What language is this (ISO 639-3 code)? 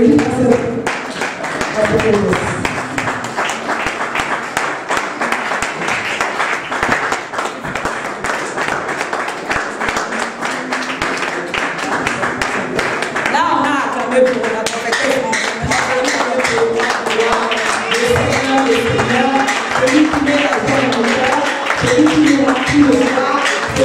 fra